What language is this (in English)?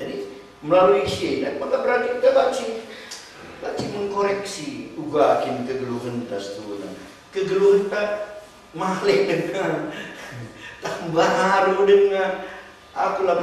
Batak Karo